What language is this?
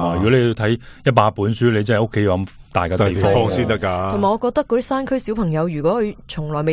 Cantonese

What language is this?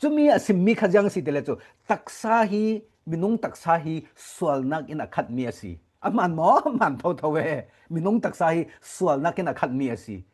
Falam Chin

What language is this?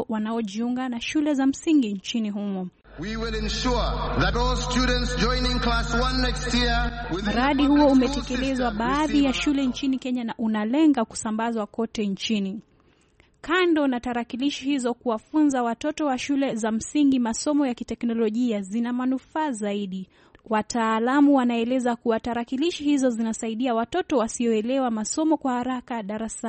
Swahili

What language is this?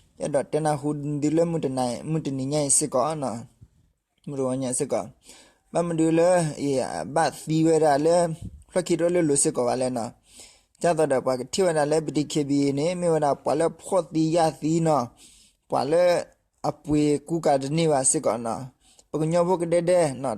S'gaw Karen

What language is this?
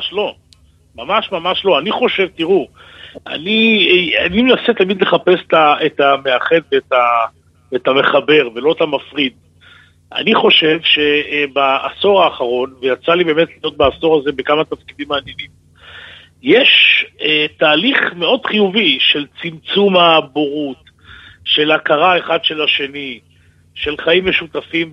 Hebrew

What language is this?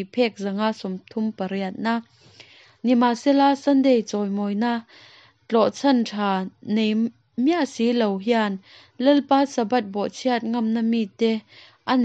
Mizo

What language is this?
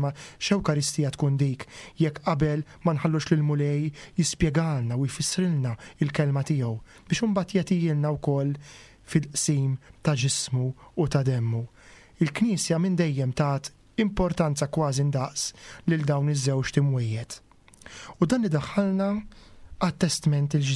Maltese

